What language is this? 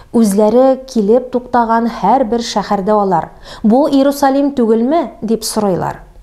Tatar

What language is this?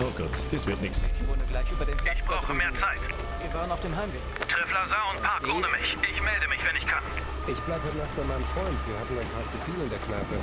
Bavarian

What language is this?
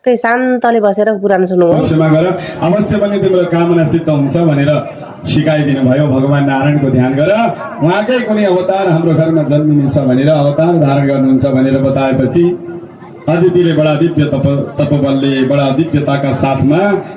Nepali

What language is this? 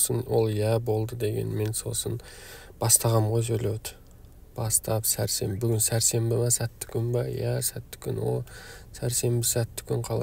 Kazakh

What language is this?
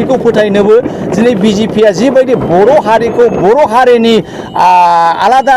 Bodo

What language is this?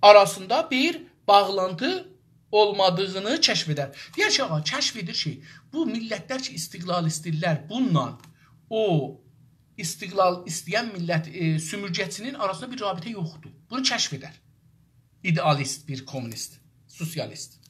South Azerbaijani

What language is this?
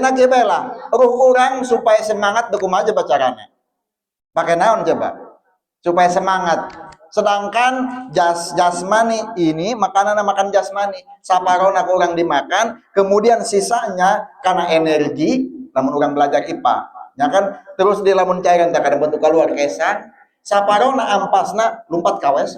Sundanese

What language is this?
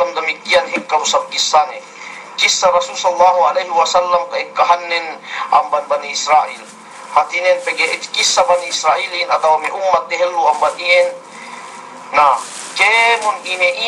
Yakan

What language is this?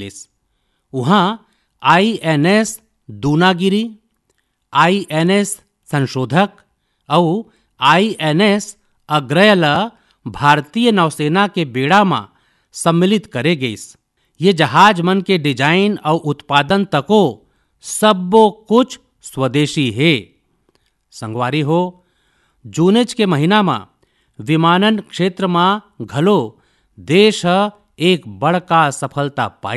Chhattisgarhi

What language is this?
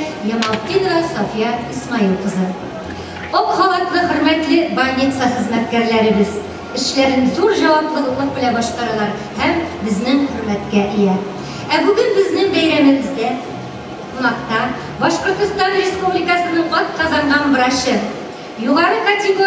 Tatar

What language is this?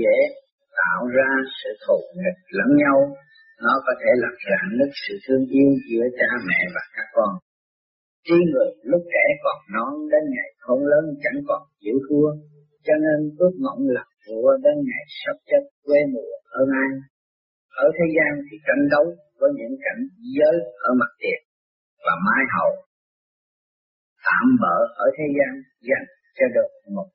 Vietnamese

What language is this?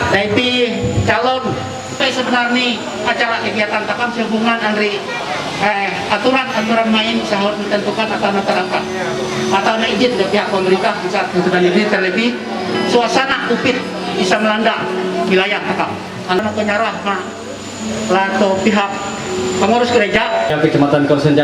Ma'anyan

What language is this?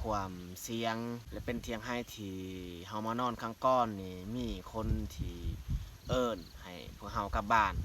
Lao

